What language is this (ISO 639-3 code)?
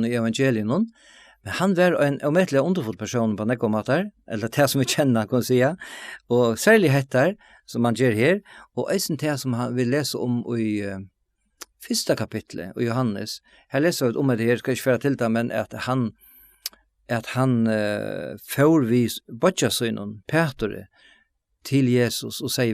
fao